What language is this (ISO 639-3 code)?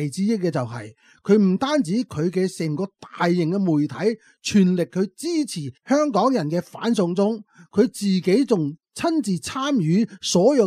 yue